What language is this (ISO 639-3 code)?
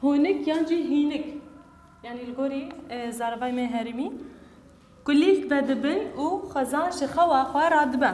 kur